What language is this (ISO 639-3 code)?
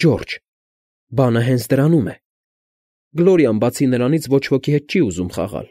hye